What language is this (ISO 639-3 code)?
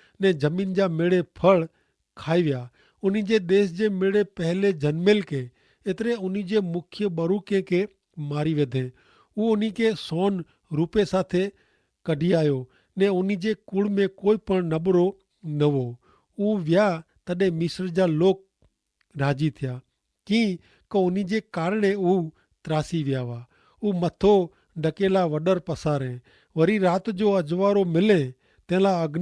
kfr